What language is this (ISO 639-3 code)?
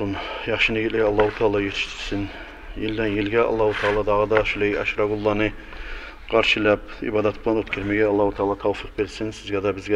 kum